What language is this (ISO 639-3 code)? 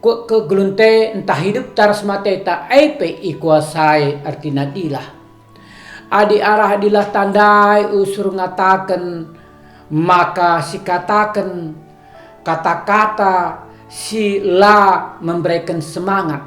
btx